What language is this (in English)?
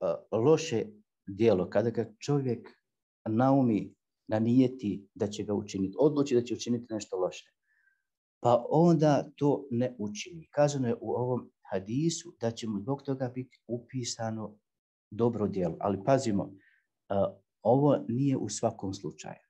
Bosnian